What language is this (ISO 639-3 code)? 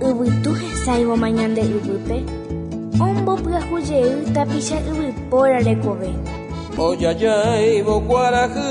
grn